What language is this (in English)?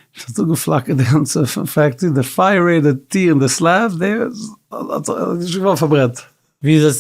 Yiddish